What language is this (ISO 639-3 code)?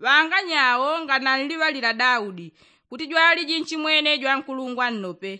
yao